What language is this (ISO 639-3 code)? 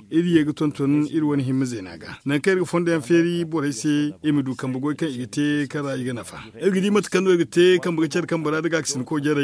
dje